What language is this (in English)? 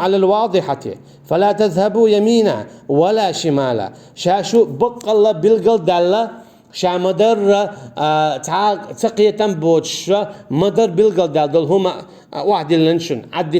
Chechen